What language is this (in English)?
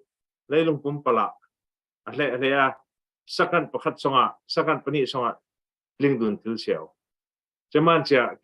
Falam Chin